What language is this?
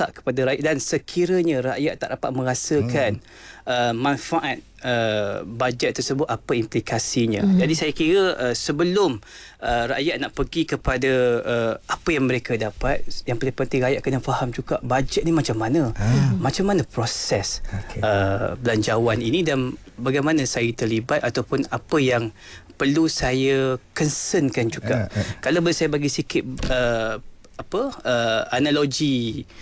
Malay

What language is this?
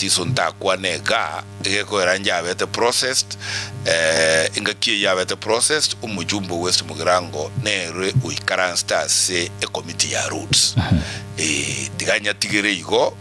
Gusii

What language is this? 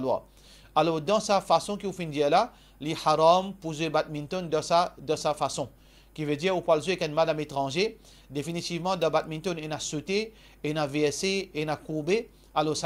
Morisyen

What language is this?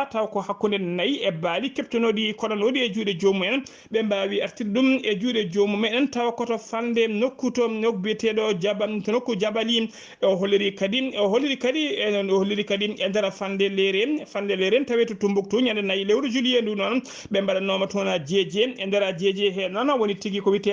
Fula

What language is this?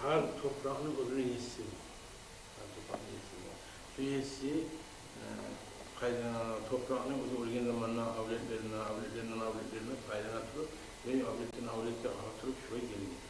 Kumyk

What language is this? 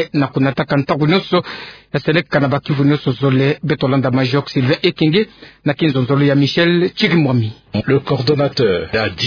Kituba (Democratic Republic of Congo)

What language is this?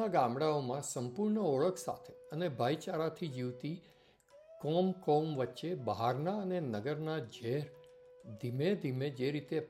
Gujarati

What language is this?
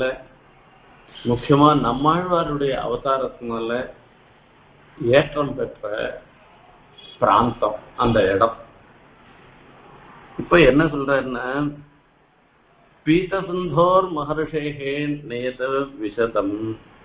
Tamil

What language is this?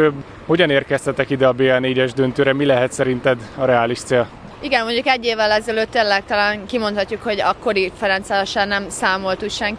Hungarian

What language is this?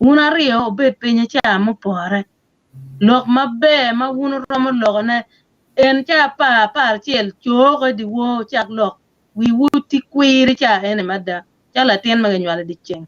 Acoli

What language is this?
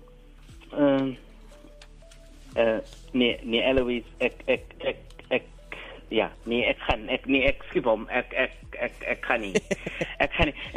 Afrikaans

